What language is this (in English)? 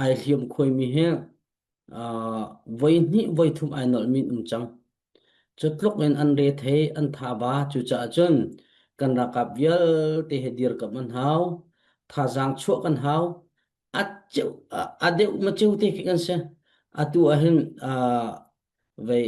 Falam Chin